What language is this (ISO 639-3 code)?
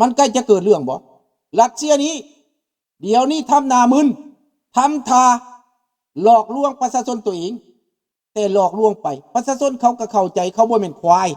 lao